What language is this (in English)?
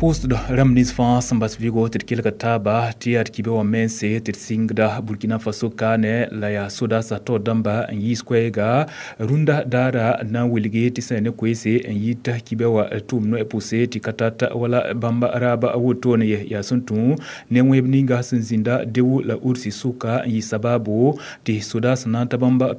Mossi